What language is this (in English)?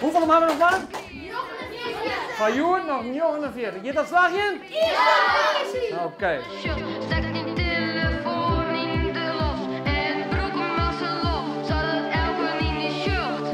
Western Frisian